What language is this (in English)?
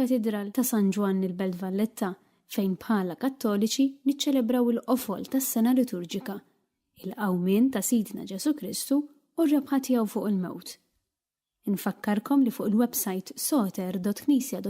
Maltese